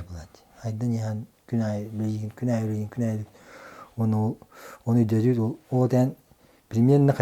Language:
Yakut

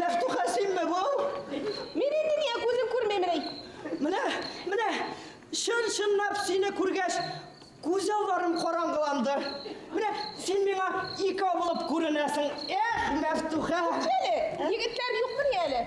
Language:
Bashkir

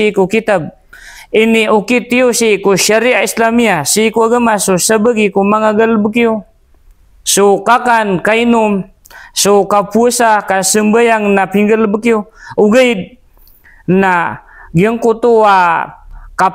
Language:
Maranao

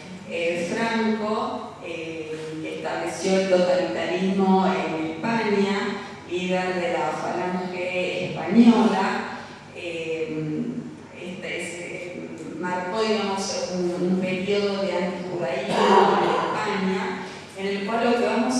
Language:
Ladino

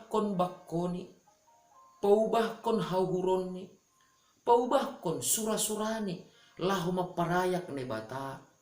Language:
Batak Simalungun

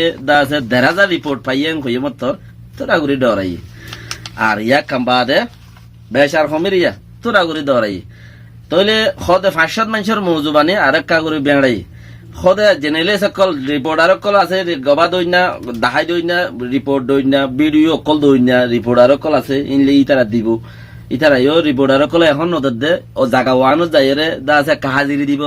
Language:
Rohingya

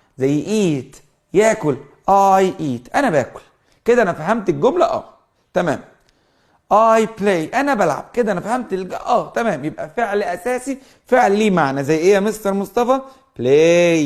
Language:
Egyptian Arabic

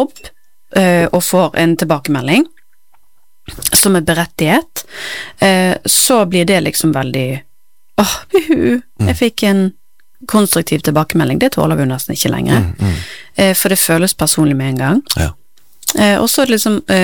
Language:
Norwegian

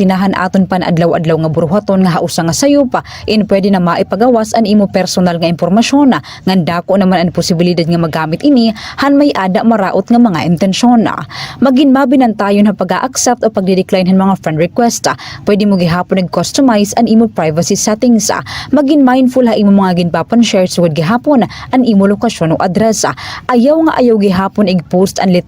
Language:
Waray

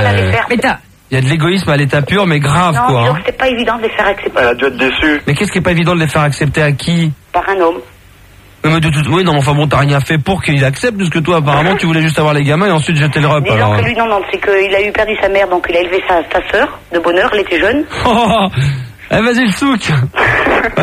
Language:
French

